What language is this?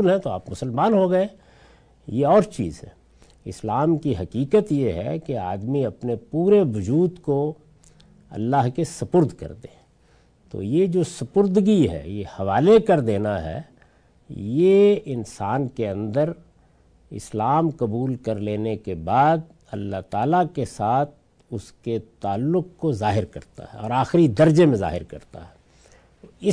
Urdu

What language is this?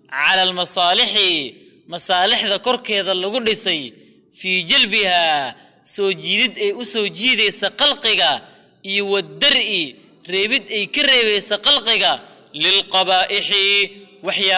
Somali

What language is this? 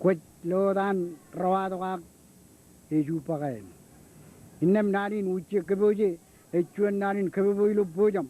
Marshallese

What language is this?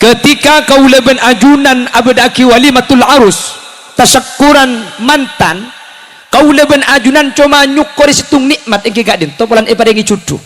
Madurese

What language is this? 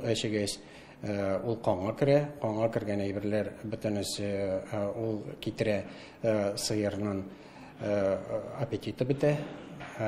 Tatar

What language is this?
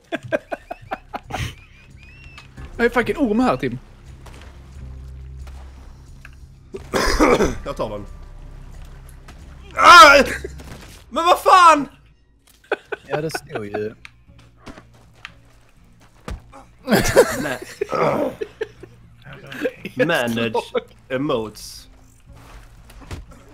Swedish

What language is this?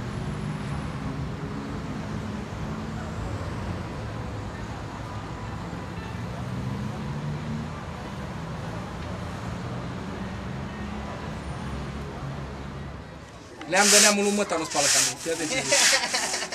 Romanian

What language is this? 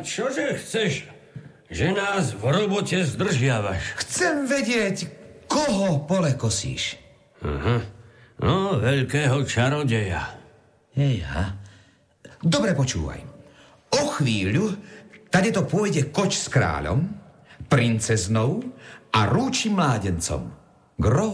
Slovak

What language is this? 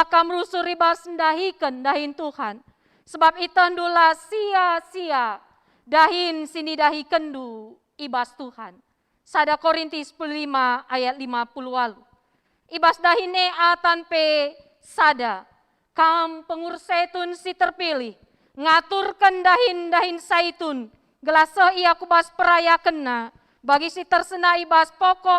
Batak Karo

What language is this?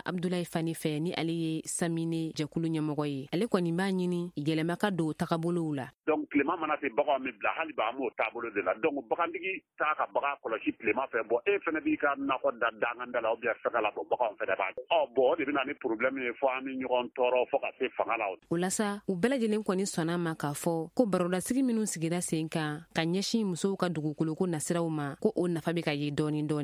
Bambara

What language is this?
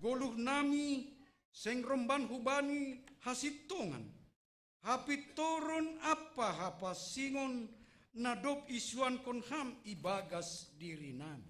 Batak Simalungun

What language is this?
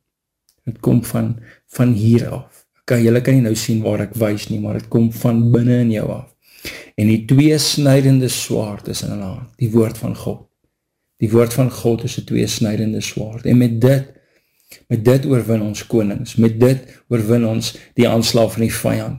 Afrikaans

